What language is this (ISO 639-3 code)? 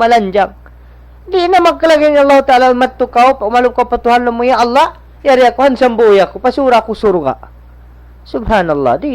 tsg